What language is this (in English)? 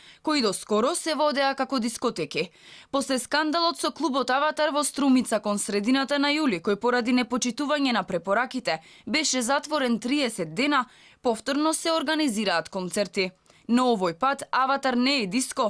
Macedonian